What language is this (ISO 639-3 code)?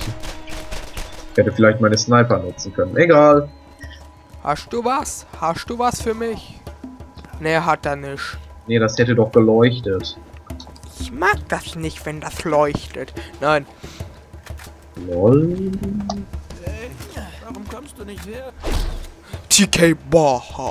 deu